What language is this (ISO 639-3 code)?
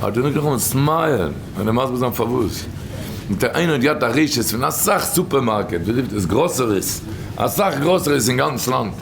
yid